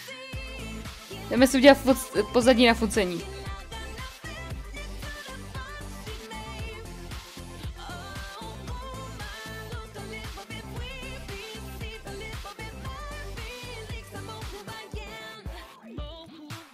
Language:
Czech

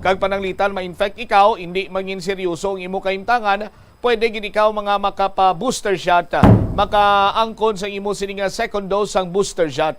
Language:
Hiligaynon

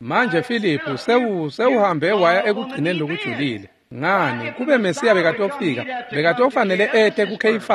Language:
Swati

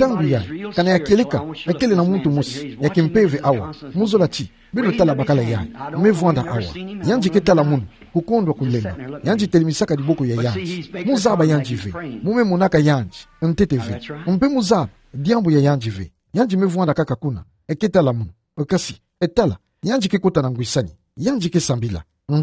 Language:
Kituba (Democratic Republic of Congo)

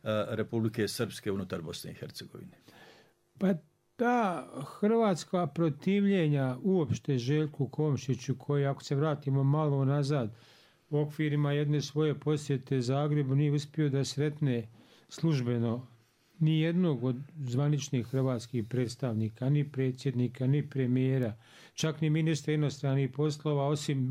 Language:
Bosnian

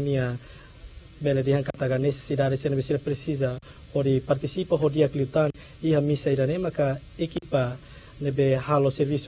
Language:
Tetum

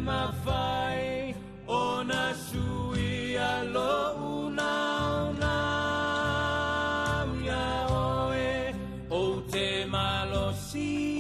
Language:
Samoan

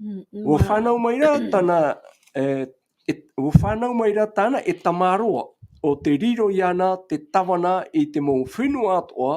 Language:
Tahitian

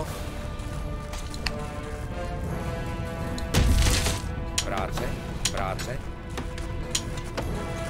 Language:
Czech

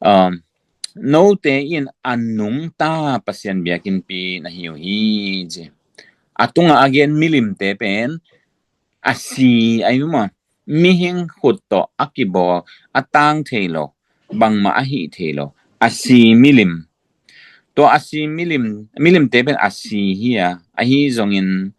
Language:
Tedim Chin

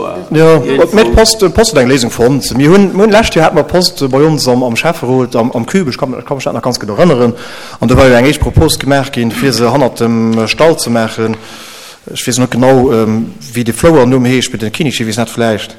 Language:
Luxembourgish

